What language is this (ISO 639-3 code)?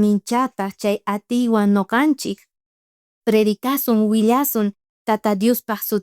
quh